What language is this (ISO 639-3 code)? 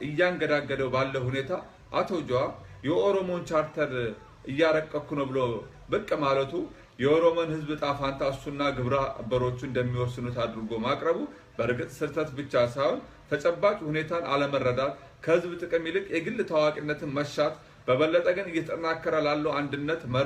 amh